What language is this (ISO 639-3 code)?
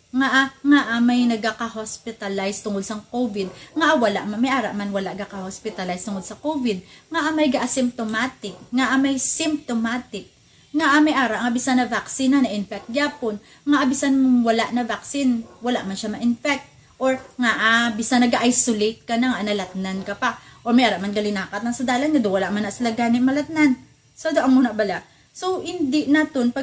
hil